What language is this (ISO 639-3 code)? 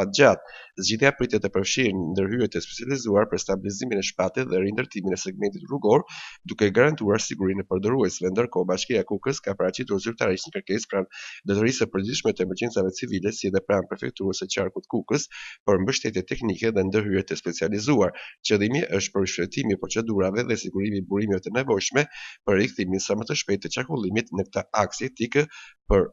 sqi